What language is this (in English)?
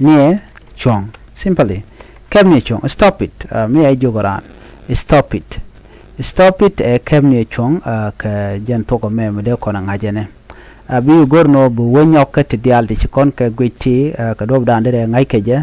Nuer